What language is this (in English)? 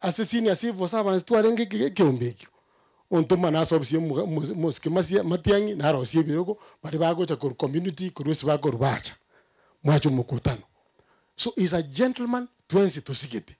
Gusii